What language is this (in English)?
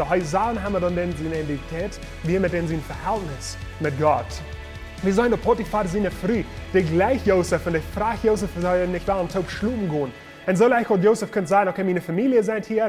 Plautdietsch